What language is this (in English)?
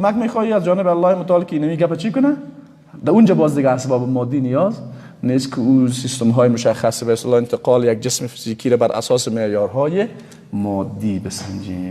Persian